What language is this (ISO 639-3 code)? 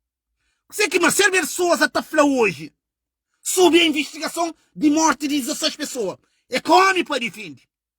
kea